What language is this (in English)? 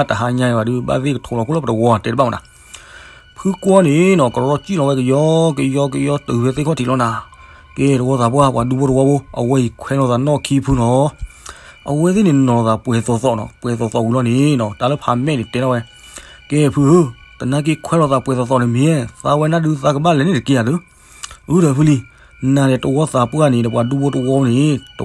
S'gaw Karen